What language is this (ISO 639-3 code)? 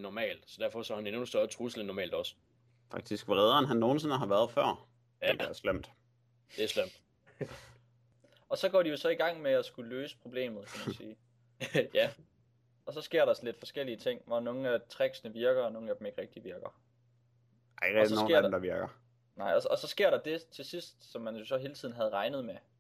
dan